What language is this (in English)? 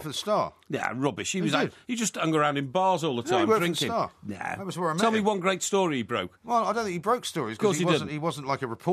English